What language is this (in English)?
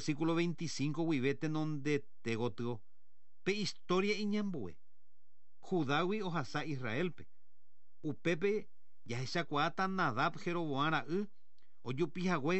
Guarani